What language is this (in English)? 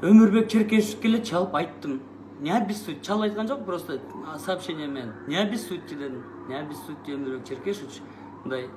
Kyrgyz